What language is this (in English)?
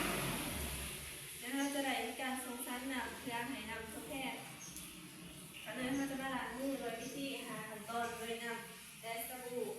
Lao